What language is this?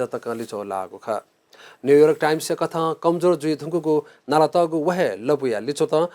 Newari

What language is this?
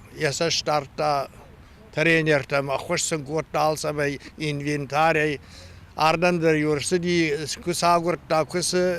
Ossetic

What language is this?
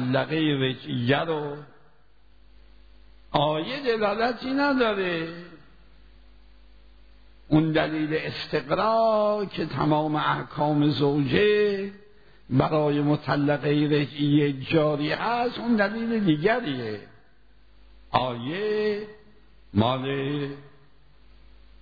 Persian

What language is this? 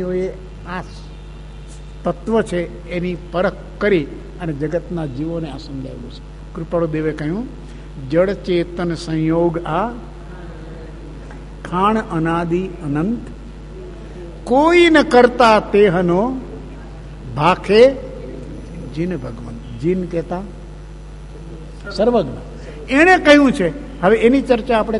Gujarati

